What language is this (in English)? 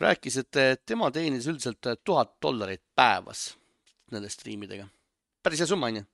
Estonian